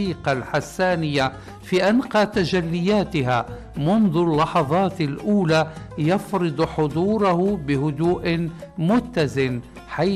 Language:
Arabic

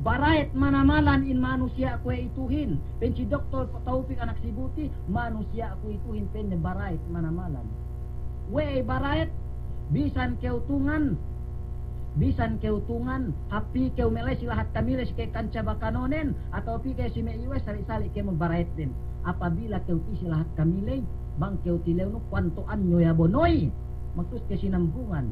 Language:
Yakan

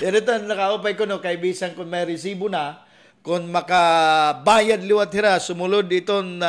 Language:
Waray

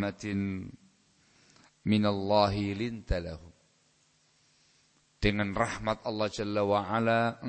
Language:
Indonesian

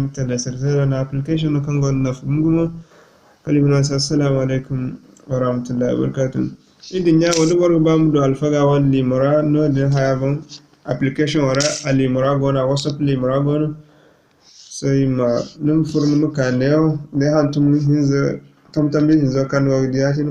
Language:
Zarma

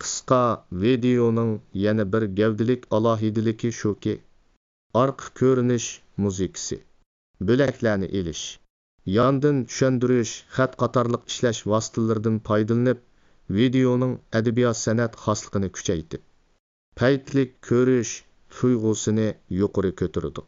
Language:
Uyghur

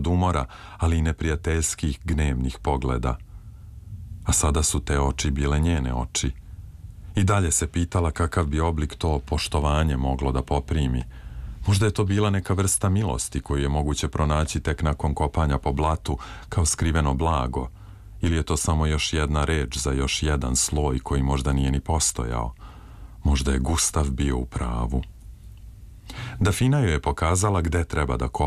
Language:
Serbian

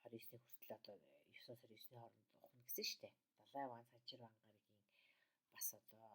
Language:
Mongolian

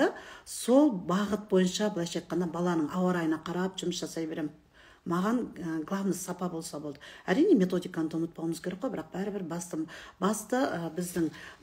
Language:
Kazakh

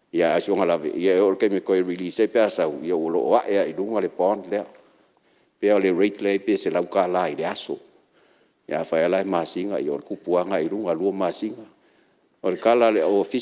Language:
Samoan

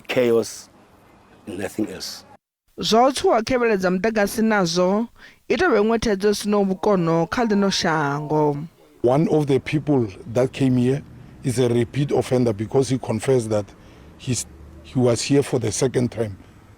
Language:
Venda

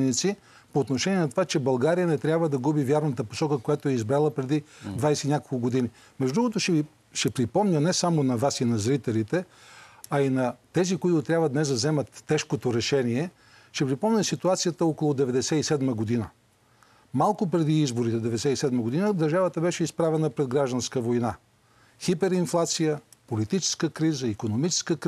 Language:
Bulgarian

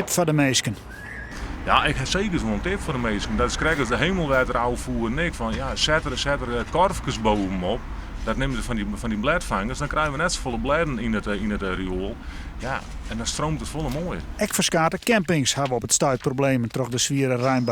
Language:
Western Frisian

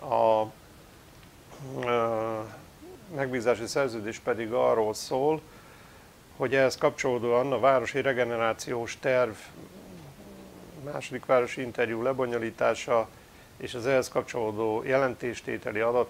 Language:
Hungarian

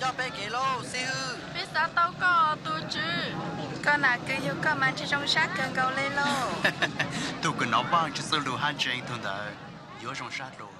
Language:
Hmong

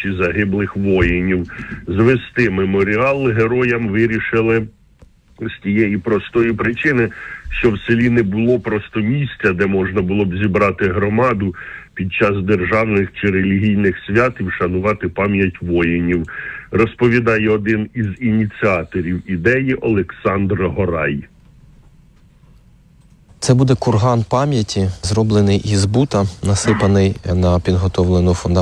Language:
Ukrainian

